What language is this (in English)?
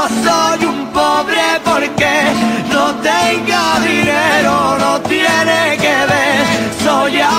Spanish